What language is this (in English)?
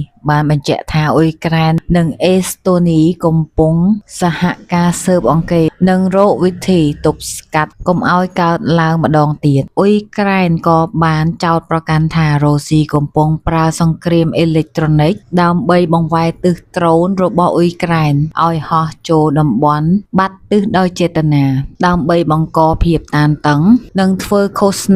Khmer